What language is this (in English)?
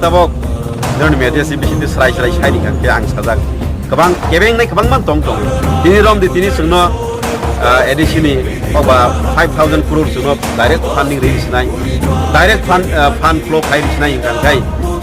Kok Borok